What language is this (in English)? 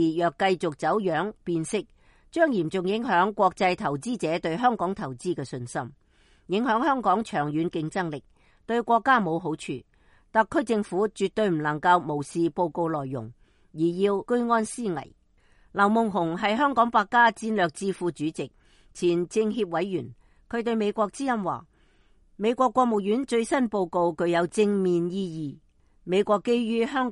Cantonese